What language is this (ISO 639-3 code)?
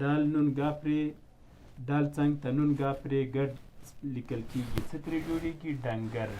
pus